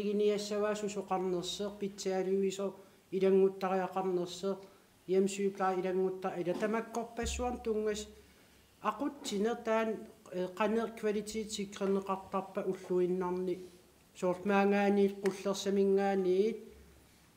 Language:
Kalaallisut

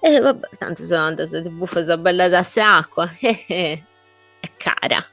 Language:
Sardinian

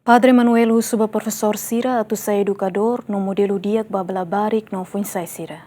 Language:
Tetum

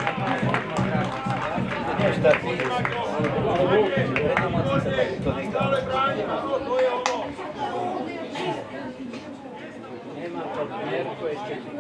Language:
Slovak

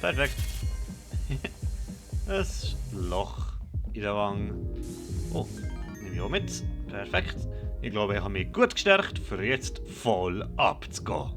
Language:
Swiss German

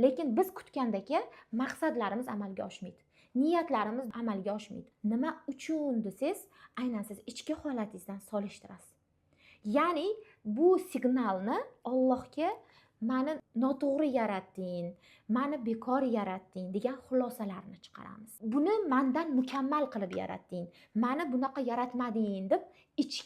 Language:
Uzbek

